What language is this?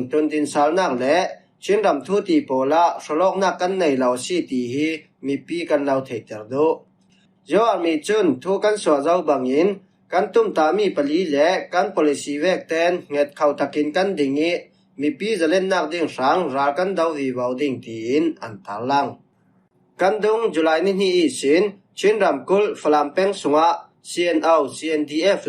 Falam Chin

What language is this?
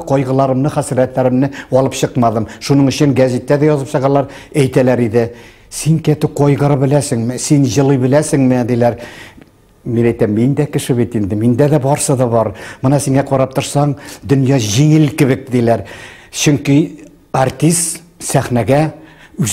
Tatar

